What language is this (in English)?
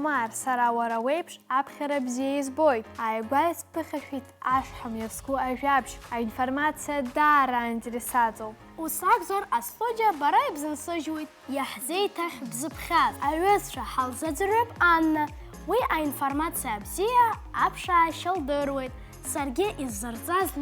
Abkhazian